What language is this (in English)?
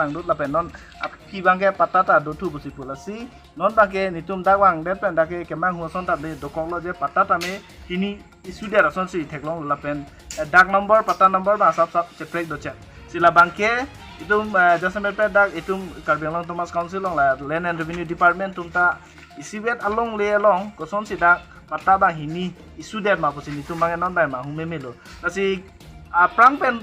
Karbi